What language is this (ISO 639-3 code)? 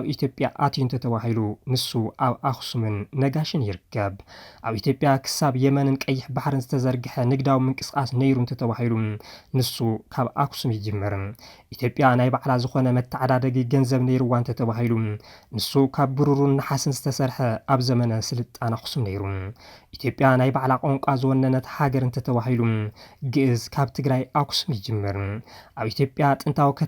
tir